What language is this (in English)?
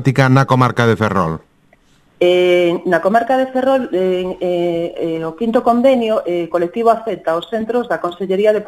Galician